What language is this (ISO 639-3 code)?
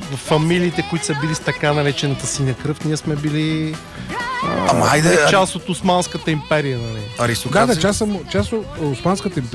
bul